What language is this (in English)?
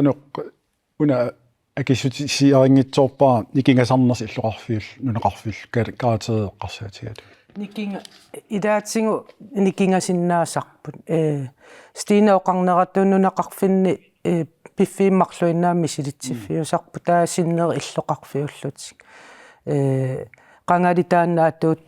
Kalaallisut